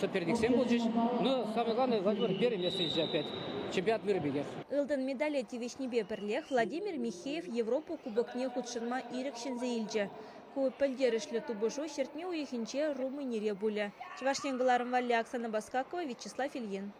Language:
Chuvash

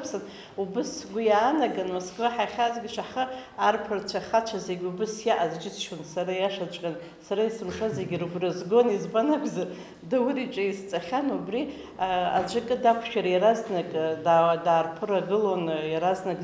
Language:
Abkhazian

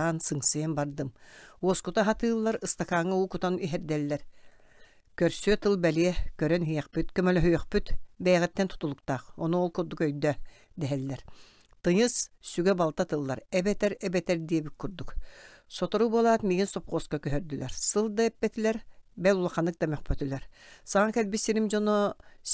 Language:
Yakut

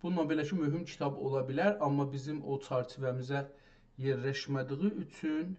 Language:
South Azerbaijani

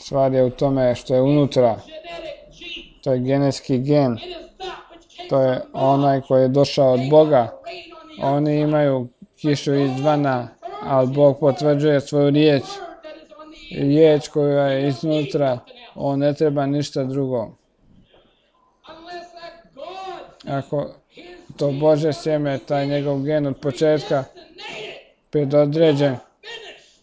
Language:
Croatian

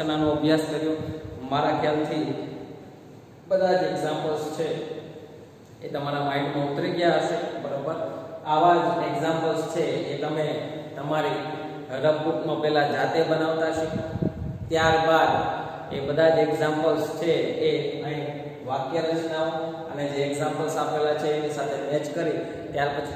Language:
Gujarati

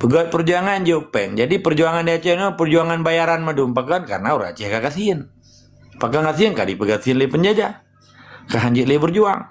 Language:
Achinese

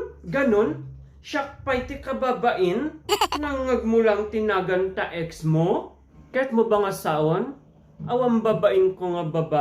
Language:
Iloko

